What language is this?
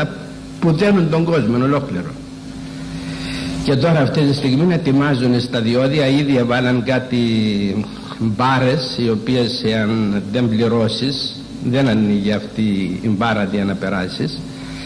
Greek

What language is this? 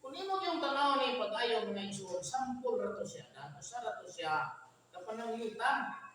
Cebuano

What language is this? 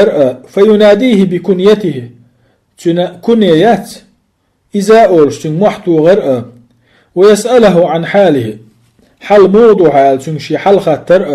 Chechen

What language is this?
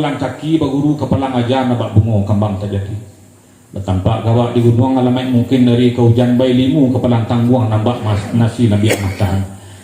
Minangkabau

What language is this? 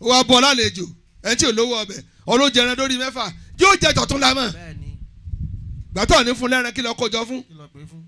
Yoruba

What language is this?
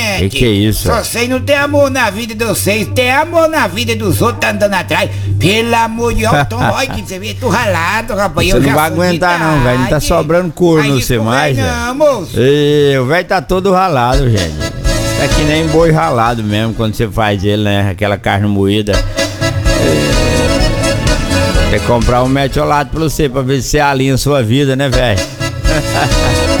Portuguese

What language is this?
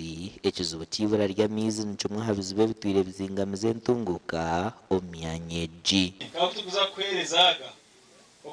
Nyankole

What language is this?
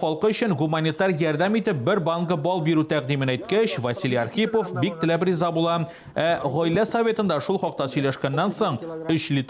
Tatar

